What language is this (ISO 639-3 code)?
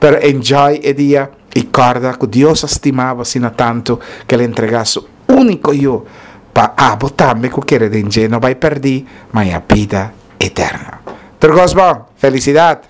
pap